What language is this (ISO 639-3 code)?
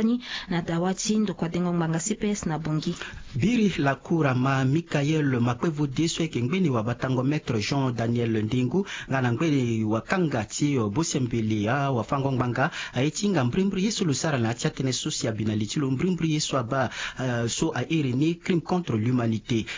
sag